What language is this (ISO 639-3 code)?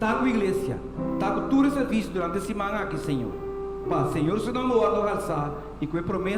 pap